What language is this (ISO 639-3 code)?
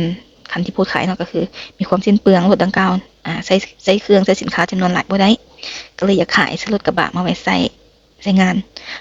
lao